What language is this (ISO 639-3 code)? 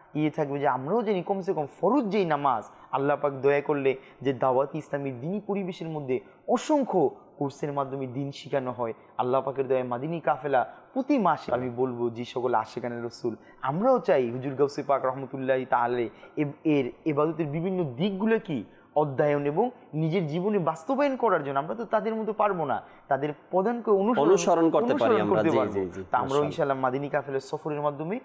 ben